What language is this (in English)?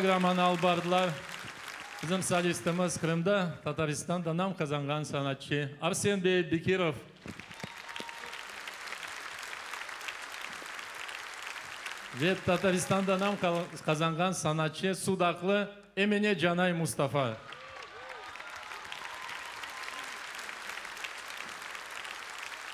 Crimean Tatar